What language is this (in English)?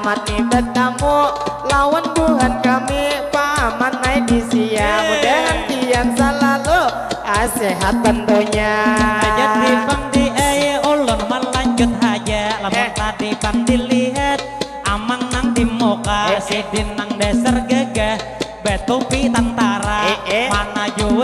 Banjar